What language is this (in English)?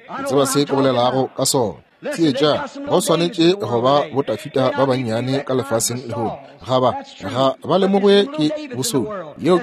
Northern Sotho